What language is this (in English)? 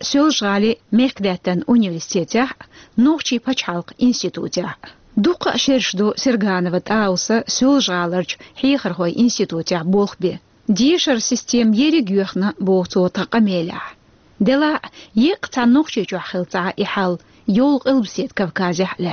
Chechen